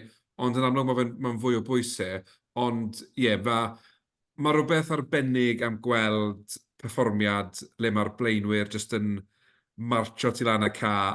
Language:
Welsh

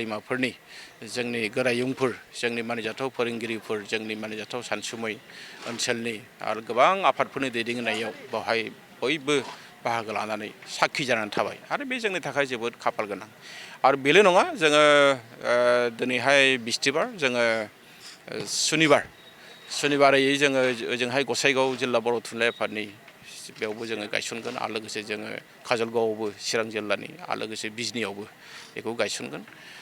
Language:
Bodo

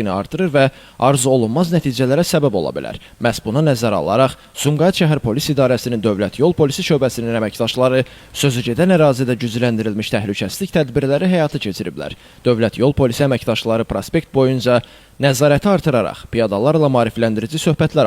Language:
Azerbaijani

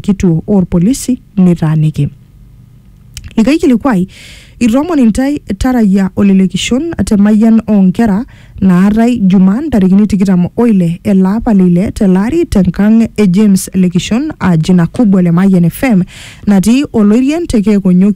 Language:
Masai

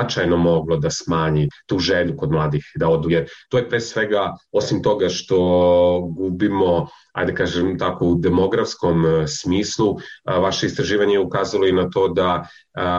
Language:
Serbian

